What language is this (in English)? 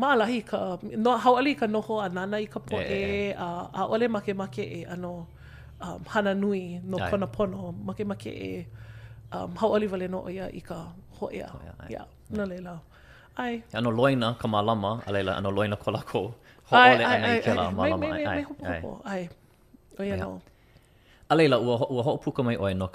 Hawaiian